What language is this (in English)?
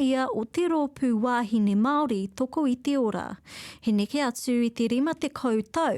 Māori